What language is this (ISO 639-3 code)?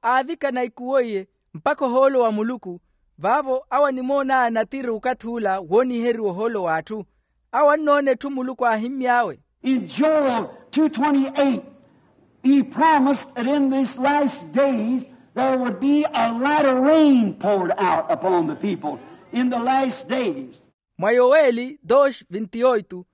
vmw